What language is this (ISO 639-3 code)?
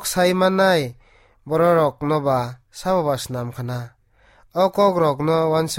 trp